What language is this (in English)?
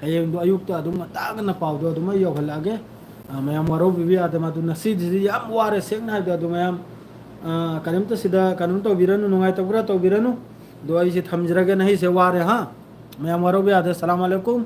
Manipuri